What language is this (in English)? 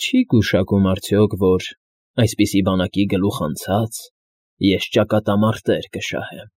Armenian